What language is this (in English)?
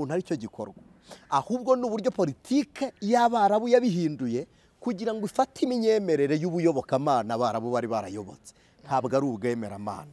Kinyarwanda